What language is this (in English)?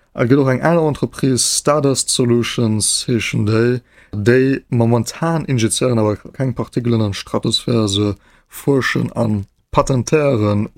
Luxembourgish